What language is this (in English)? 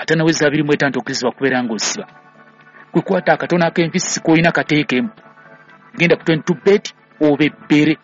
Ganda